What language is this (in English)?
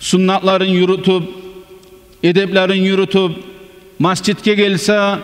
Kumyk